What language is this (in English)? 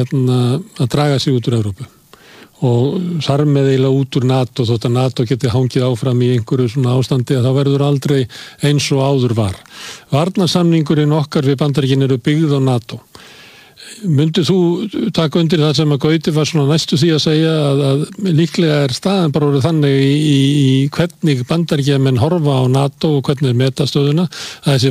Icelandic